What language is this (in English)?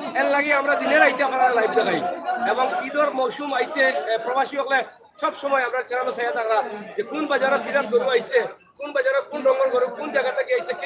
Sylheti